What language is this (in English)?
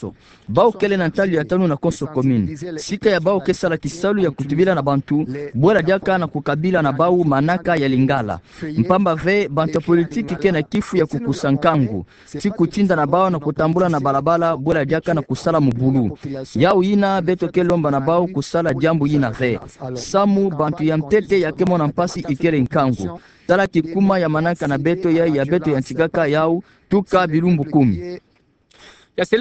Kituba (Democratic Republic of Congo)